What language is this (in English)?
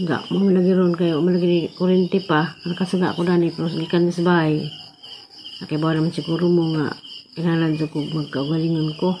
Cebuano